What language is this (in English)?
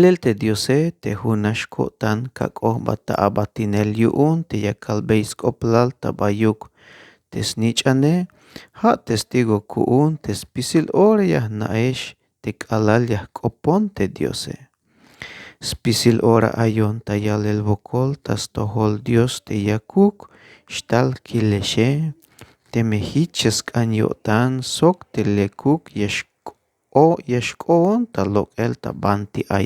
Tzeltal